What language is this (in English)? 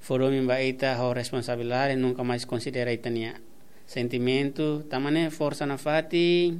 Tetum